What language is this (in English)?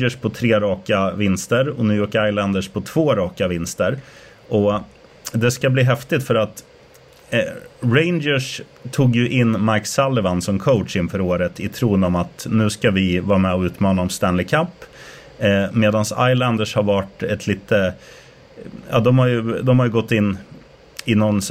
Swedish